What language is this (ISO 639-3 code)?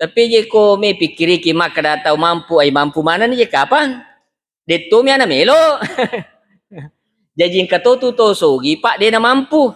bug